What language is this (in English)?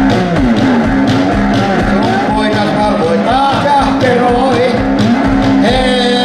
Finnish